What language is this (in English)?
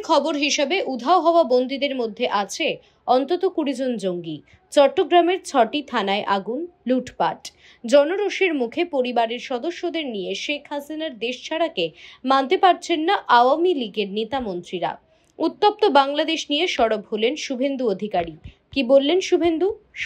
Bangla